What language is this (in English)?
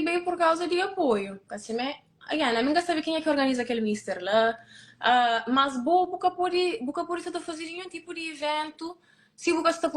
Kabuverdianu